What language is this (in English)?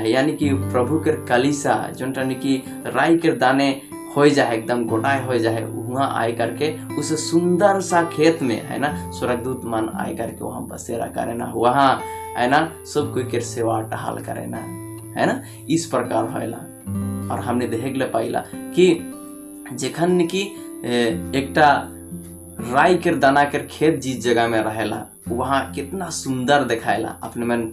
Sadri